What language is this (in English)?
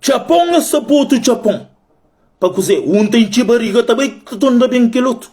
Kabuverdianu